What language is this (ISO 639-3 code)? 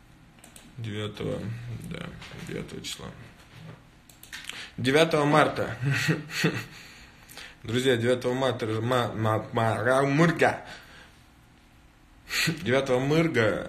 rus